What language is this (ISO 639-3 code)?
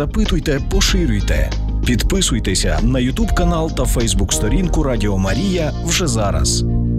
ukr